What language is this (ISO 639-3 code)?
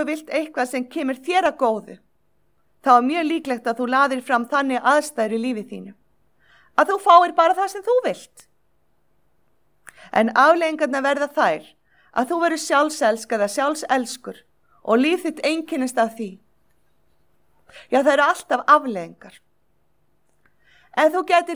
isl